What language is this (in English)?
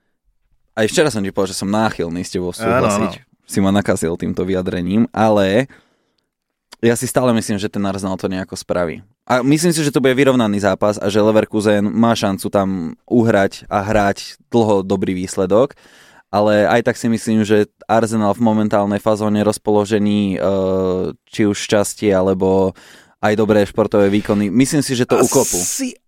Slovak